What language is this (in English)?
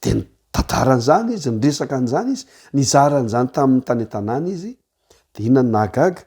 Malagasy